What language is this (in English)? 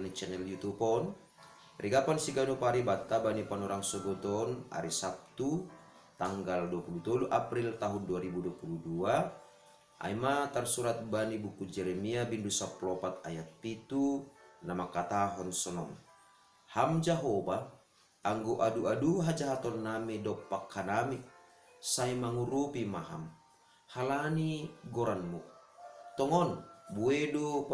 Batak Simalungun